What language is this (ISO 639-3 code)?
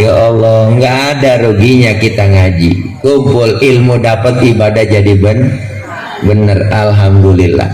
bew